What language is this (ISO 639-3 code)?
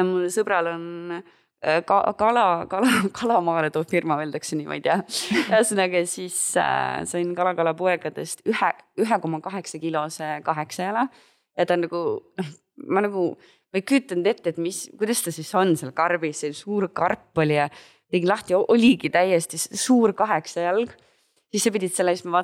est